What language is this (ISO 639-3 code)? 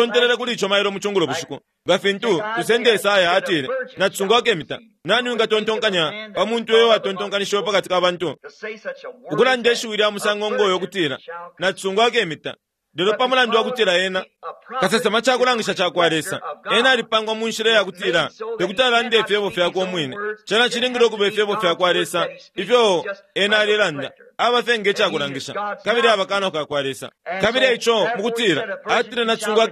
bem